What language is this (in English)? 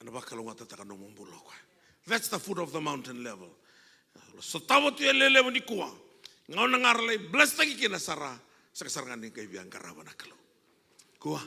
Fijian